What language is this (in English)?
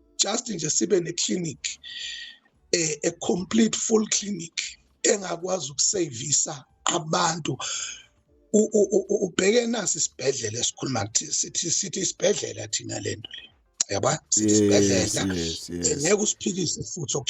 Zulu